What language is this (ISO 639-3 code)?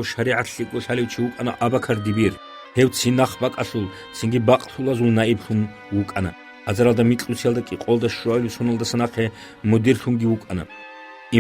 ava